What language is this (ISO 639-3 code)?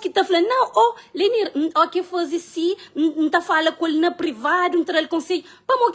kea